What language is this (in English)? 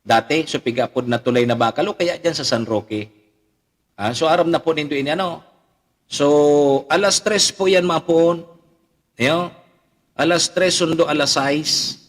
Bikol